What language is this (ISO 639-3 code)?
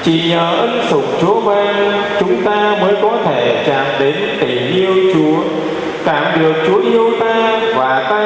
vie